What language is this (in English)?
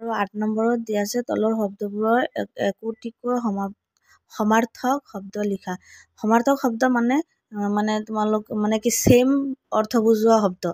Assamese